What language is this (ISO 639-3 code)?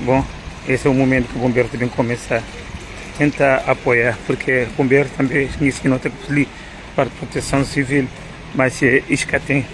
kea